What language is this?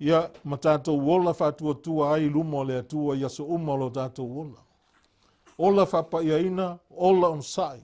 Samoan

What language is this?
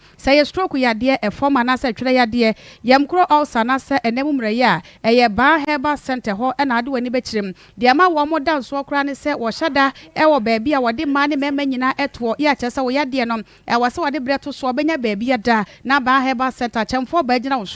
Akan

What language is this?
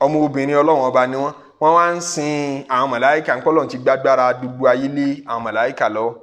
Yoruba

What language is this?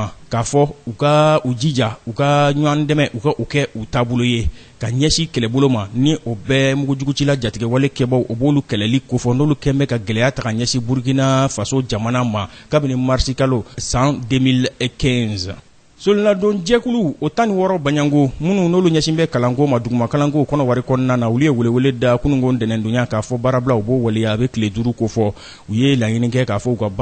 Bambara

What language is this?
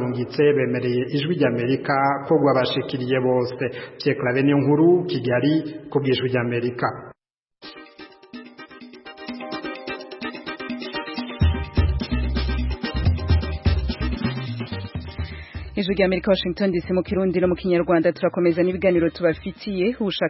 Kinyarwanda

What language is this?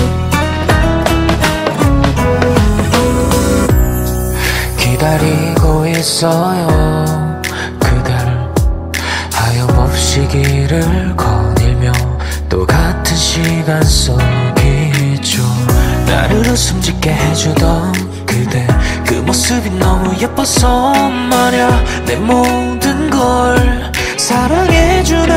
Korean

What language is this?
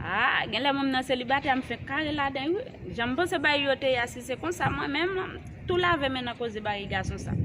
Haitian Creole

